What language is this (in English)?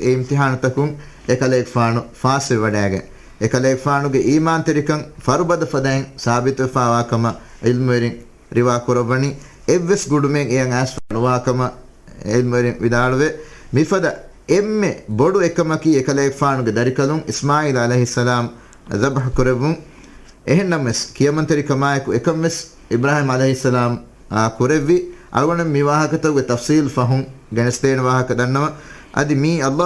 Divehi